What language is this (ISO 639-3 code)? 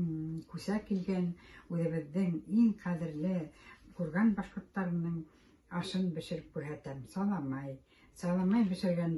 bak